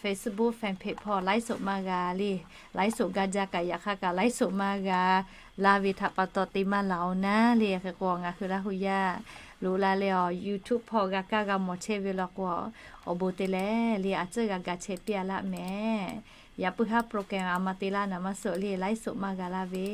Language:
Lahu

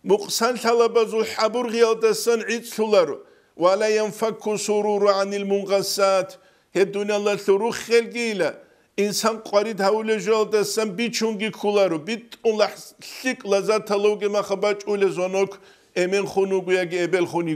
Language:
Avaric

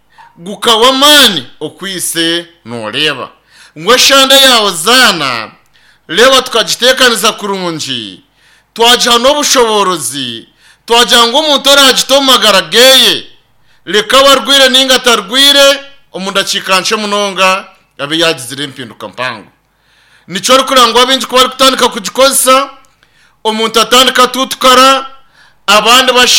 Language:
Nyankole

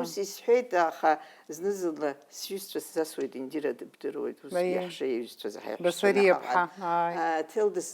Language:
Abkhazian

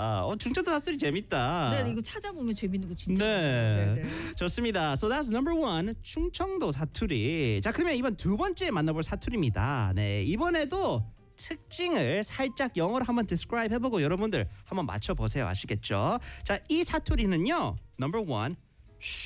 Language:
Korean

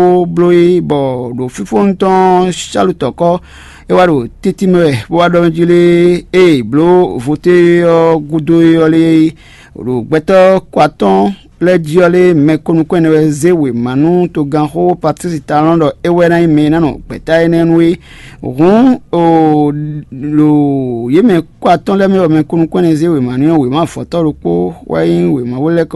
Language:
Fon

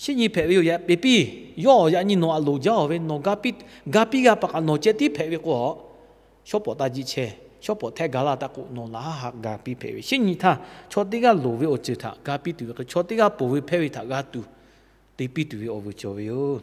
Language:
Lahu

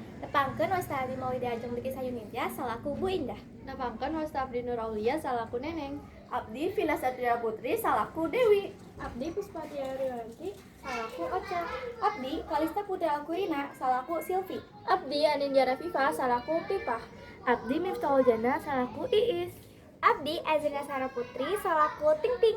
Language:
Sundanese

